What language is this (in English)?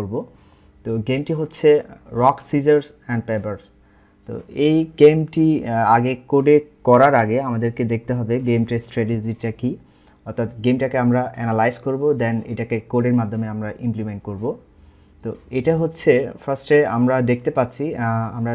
Bangla